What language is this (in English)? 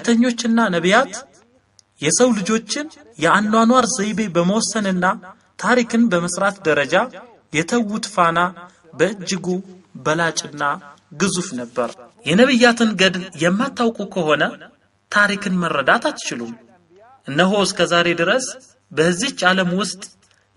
Amharic